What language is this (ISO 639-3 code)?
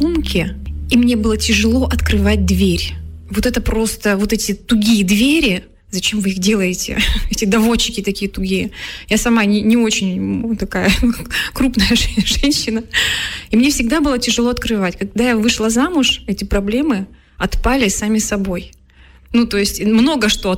rus